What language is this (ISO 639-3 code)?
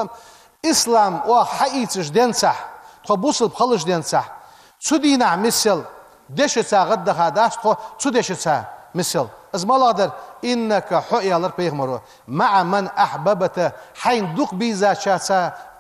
inh